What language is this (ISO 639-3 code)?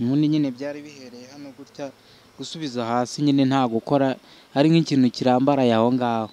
kin